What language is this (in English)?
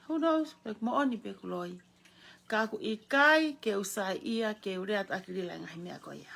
Tongan